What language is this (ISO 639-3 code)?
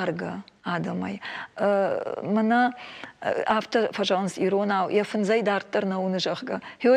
oss